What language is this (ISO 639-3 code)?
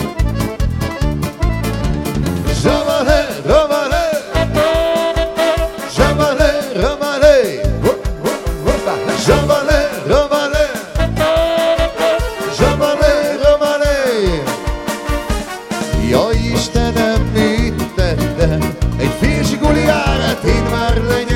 hun